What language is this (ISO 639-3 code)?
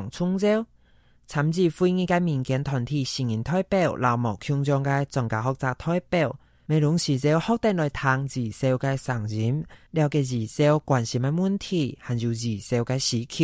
hak